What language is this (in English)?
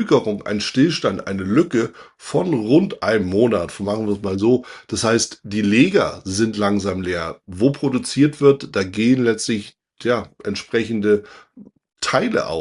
German